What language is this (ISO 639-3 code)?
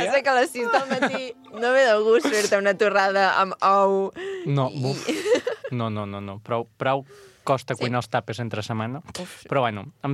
cat